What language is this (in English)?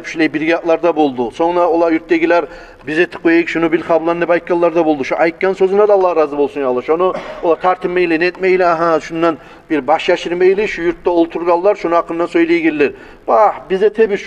Kumyk